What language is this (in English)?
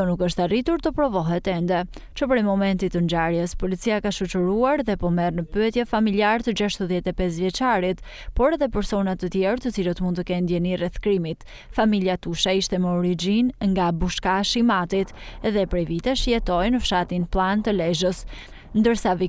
Albanian